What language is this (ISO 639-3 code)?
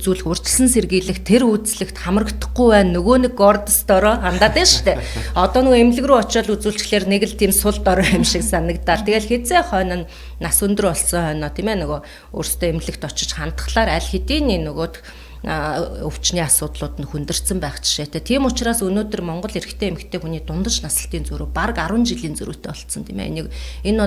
mon